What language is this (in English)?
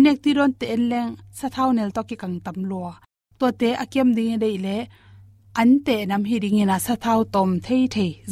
Tedim Chin